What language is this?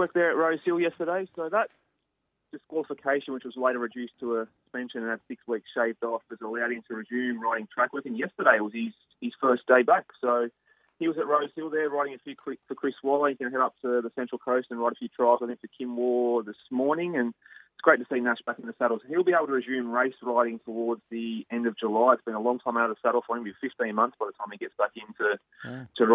English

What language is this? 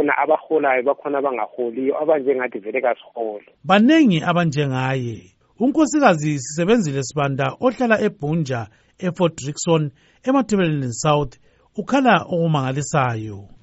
North Ndebele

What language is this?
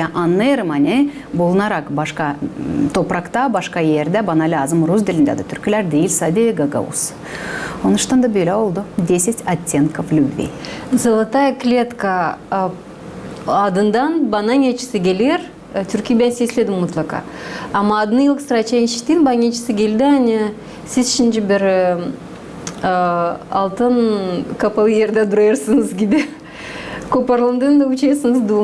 Gagauz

